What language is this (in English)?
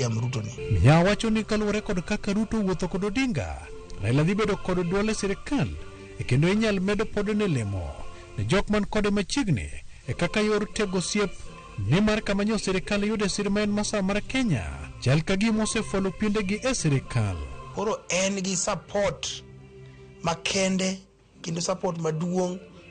Luo (Kenya and Tanzania)